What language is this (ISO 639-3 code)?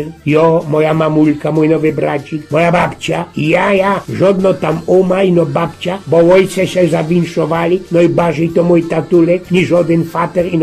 szl